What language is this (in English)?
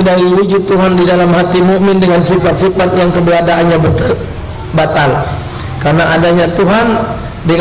Musi